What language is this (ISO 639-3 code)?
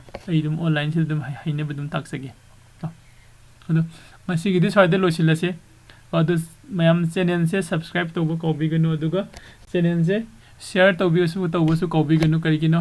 mni